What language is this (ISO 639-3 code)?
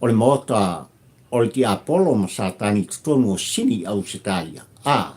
smo